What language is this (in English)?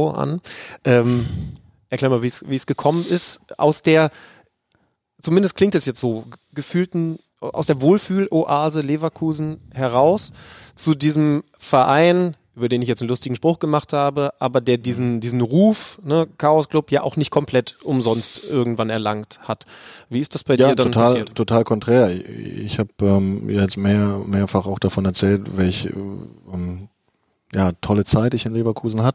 German